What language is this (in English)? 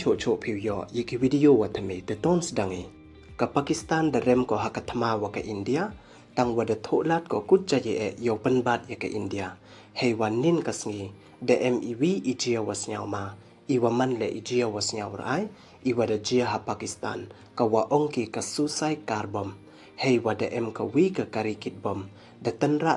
Pnar